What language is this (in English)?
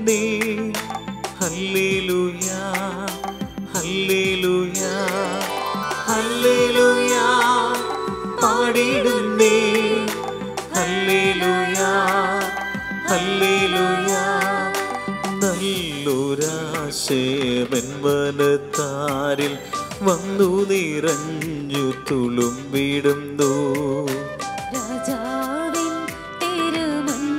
Malayalam